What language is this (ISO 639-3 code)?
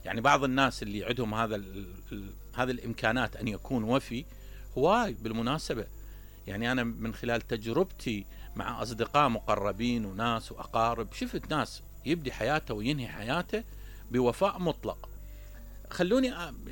acm